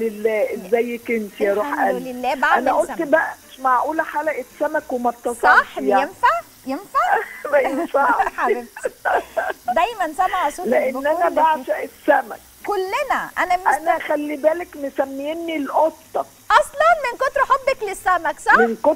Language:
Egyptian Arabic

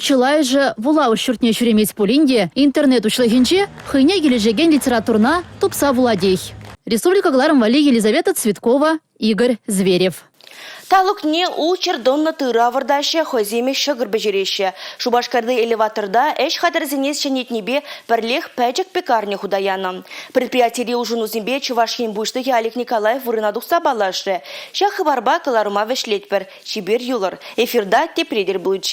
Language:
Chuvash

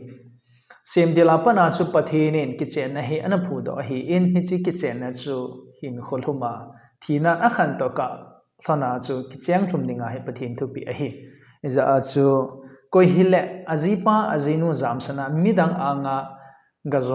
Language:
Thado Chin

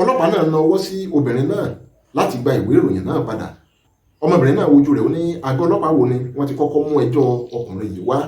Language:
Yoruba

